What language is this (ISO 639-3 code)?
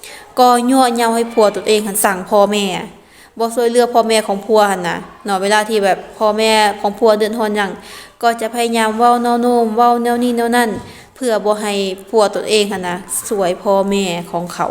lao